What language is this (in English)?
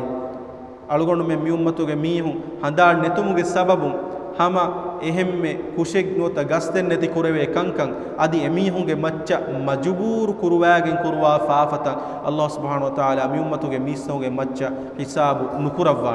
Divehi